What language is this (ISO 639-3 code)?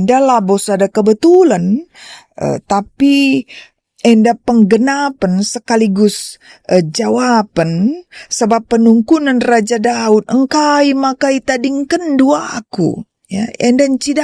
btx